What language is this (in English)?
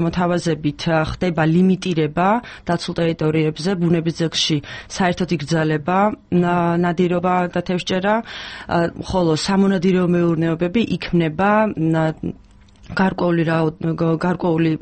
Georgian